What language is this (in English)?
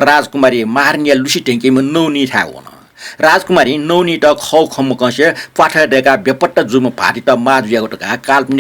Newari